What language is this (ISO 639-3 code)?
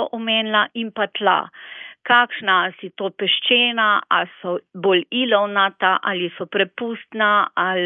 slv